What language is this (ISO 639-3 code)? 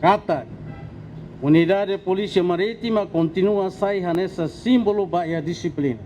tet